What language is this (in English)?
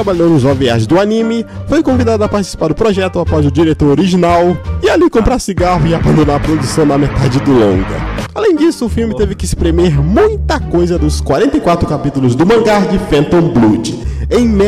Portuguese